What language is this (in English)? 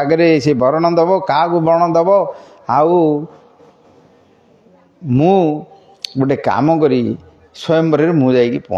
Odia